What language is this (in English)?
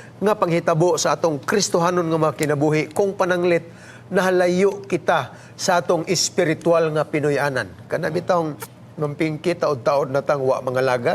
Cebuano